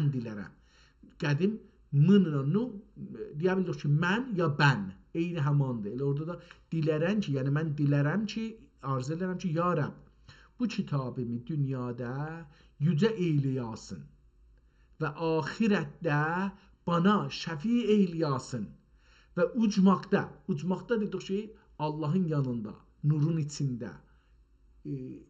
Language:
South Azerbaijani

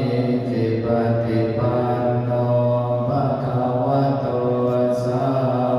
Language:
Pali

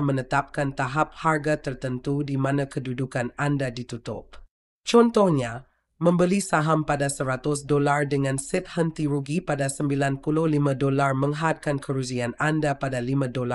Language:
Malay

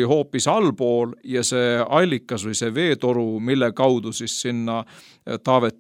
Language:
Estonian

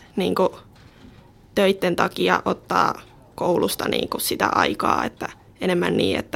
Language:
Finnish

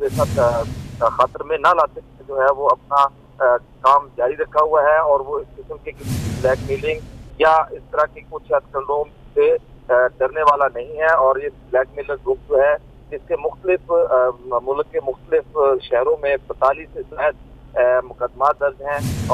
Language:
Urdu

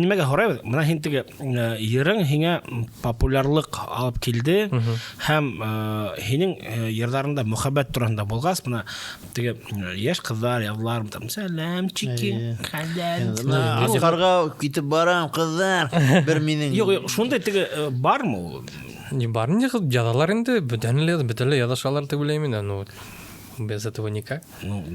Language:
Bashkir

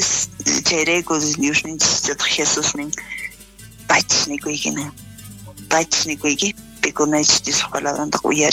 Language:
South Bolivian Quechua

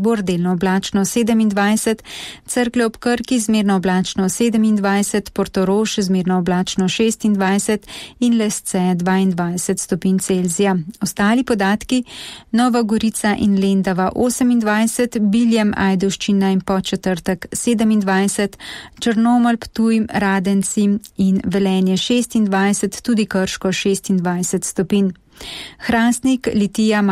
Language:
Slovenian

